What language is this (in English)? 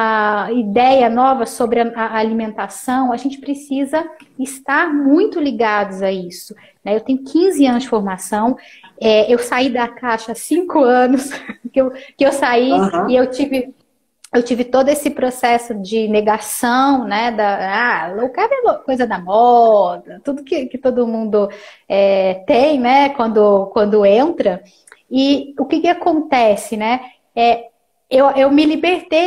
Portuguese